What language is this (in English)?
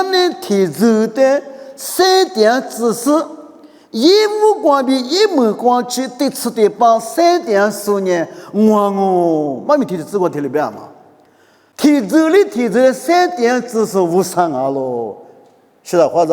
Lisu